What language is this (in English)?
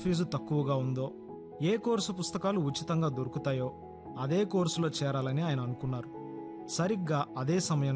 Telugu